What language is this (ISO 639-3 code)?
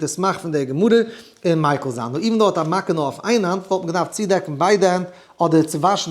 yid